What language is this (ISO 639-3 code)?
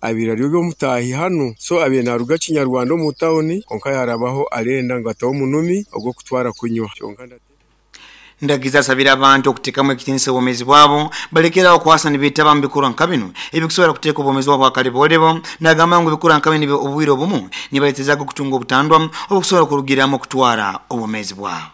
nyo